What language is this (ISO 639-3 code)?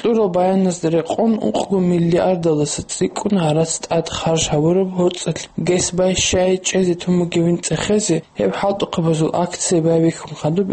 ava